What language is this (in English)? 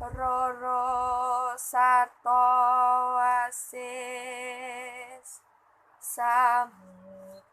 Javanese